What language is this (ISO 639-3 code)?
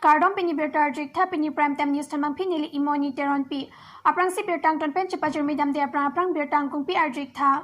mjw